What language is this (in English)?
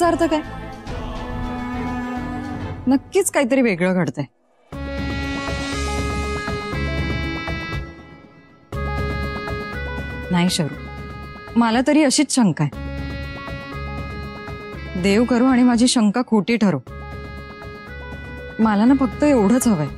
Marathi